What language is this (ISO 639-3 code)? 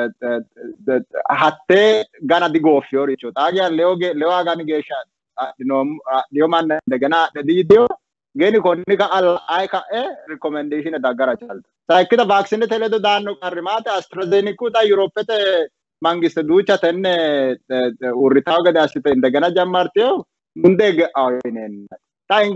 sid